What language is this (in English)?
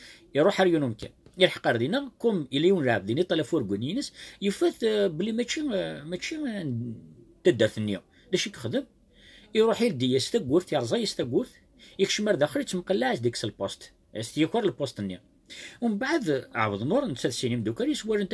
Kabyle